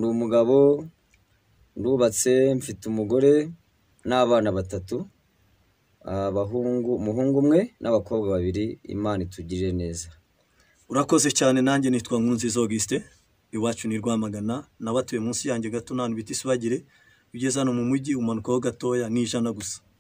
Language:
Kinyarwanda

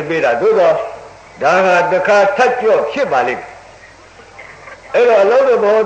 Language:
Burmese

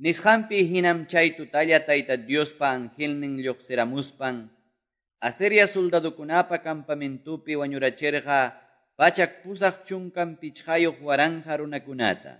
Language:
Quechua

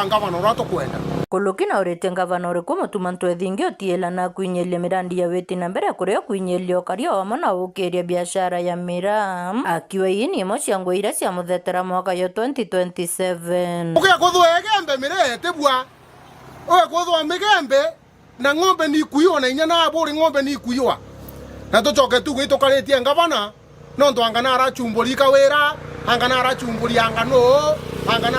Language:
Meru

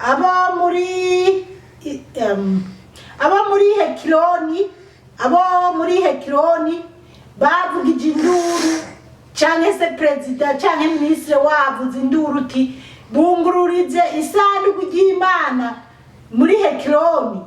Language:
Rundi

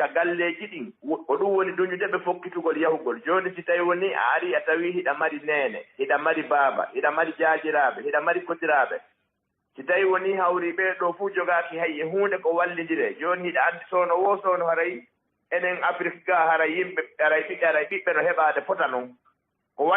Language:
Fula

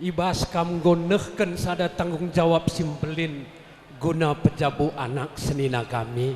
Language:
Batak Karo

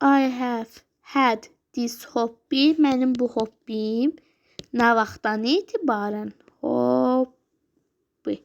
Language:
Azerbaijani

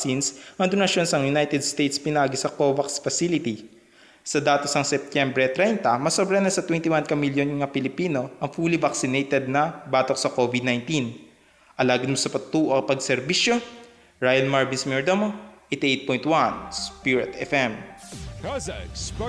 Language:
Hiligaynon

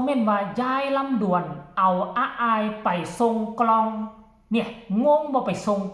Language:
Northeastern Thai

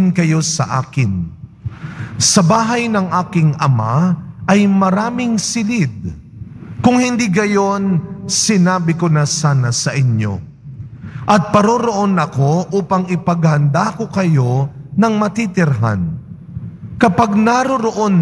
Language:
Filipino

